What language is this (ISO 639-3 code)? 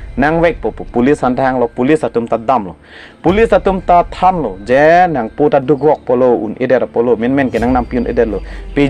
mjw